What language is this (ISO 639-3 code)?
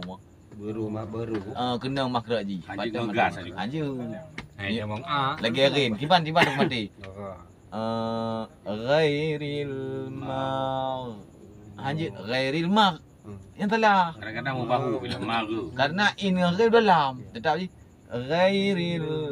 ace